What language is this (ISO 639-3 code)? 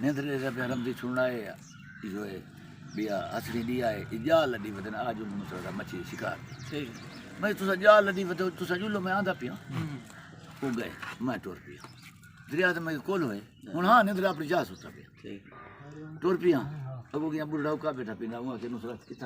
skr